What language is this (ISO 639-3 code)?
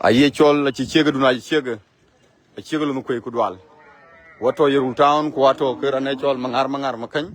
din